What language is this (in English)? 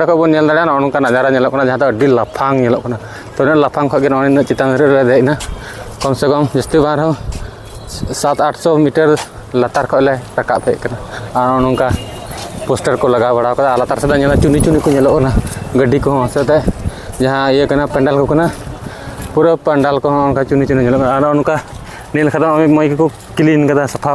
Santali